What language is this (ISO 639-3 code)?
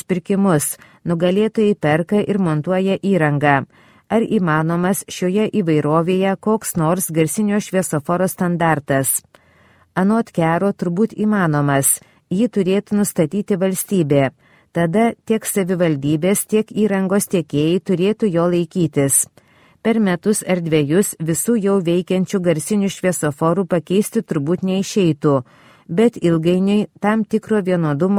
lit